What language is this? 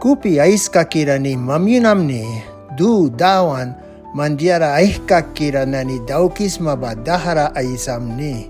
Mískito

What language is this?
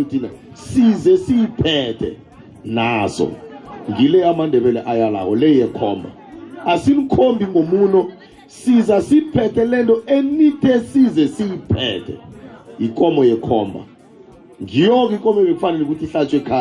South Ndebele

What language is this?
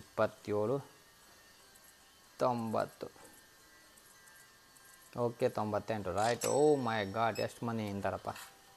Kannada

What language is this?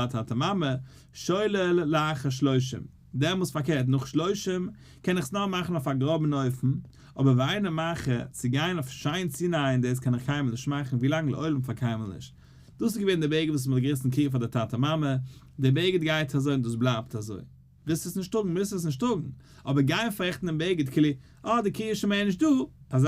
Yiddish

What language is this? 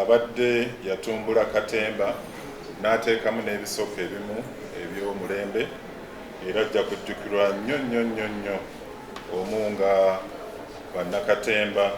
Ganda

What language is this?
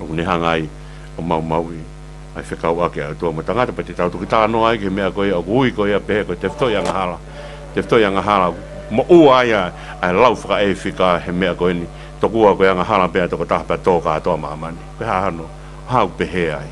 Tongan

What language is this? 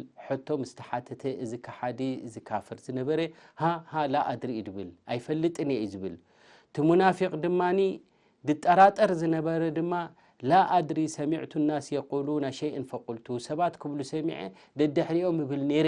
Tigrinya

